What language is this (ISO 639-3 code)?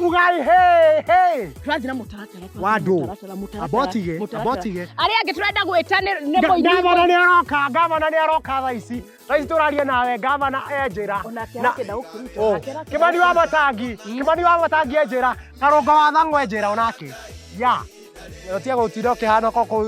kik